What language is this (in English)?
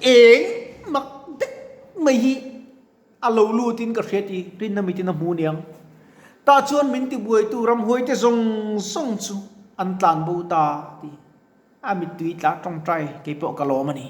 Mizo